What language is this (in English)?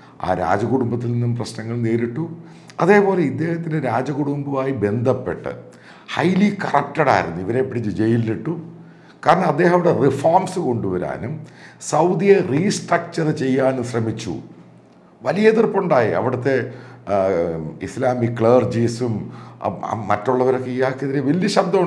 Malayalam